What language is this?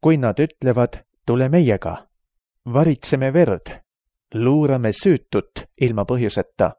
Estonian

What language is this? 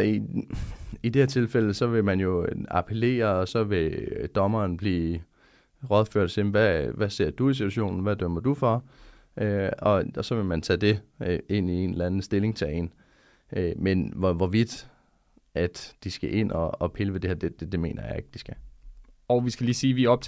Danish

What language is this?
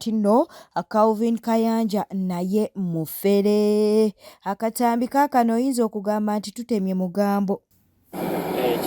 Ganda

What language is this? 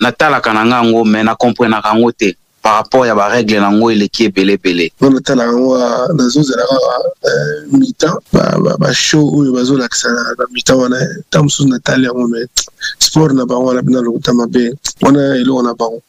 Lingala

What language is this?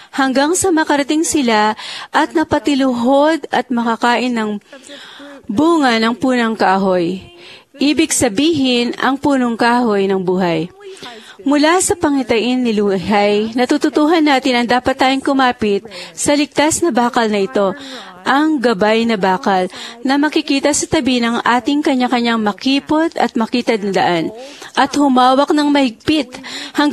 Filipino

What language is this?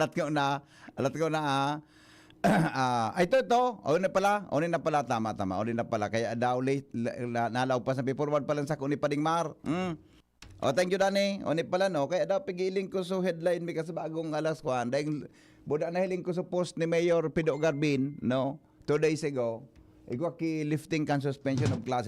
Bikol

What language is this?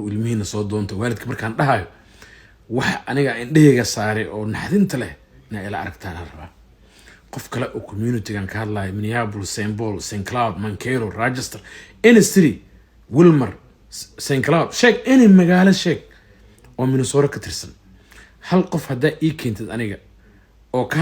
Somali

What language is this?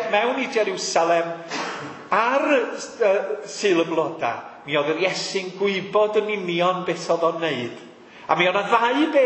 Welsh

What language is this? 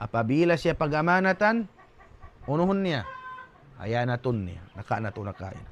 Tausug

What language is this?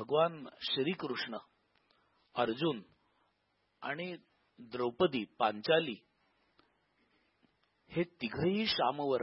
Marathi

